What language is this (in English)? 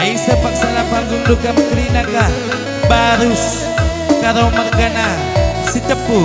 Batak Karo